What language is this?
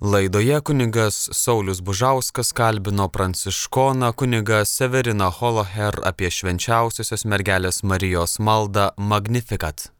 Lithuanian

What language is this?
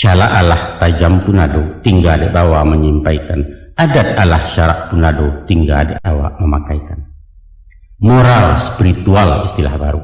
Minangkabau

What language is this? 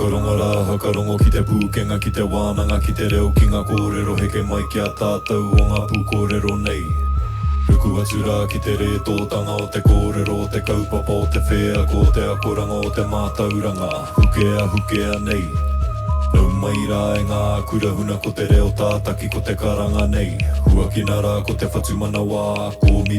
Māori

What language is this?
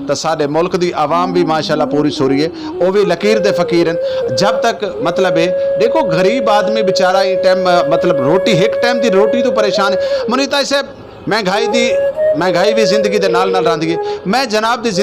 Saraiki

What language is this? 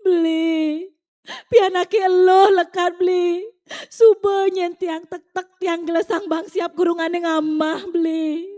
Balinese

